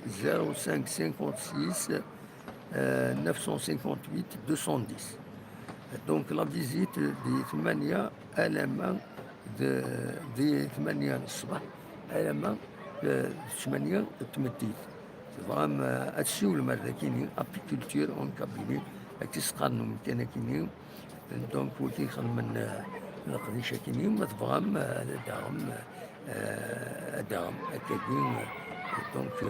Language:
Kabyle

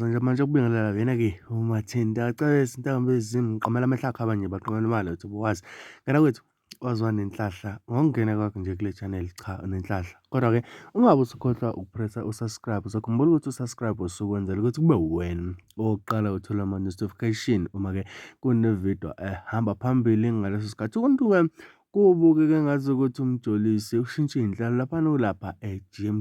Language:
Zulu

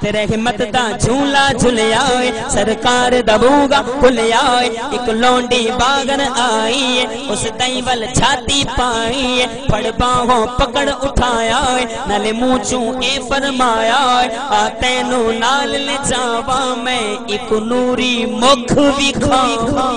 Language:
Saraiki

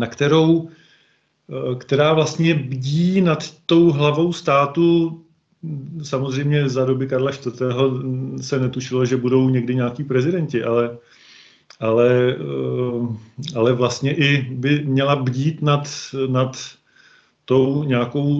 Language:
Czech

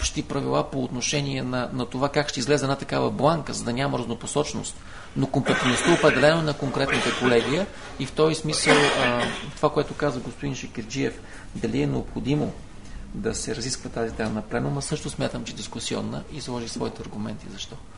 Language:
Bulgarian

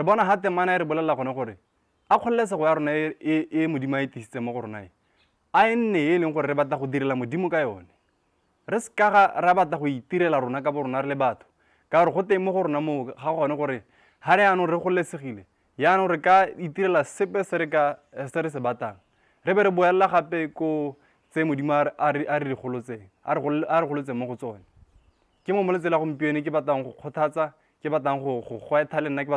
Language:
Tswana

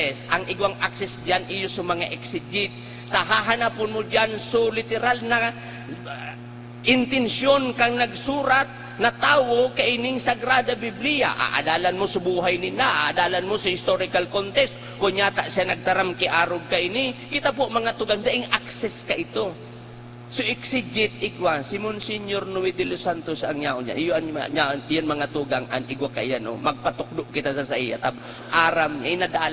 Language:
Bikol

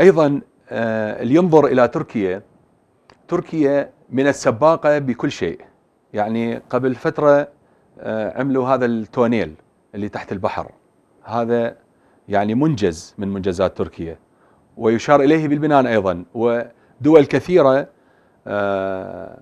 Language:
Mesopotamian Arabic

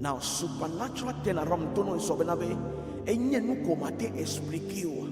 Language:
Ewe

